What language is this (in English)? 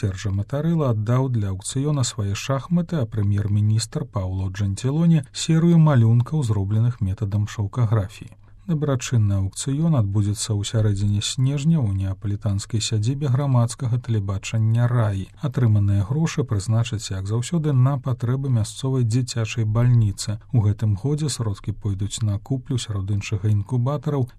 Belarusian